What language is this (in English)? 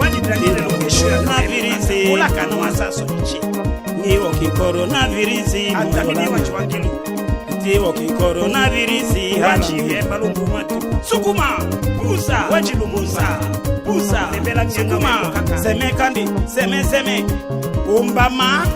Tetela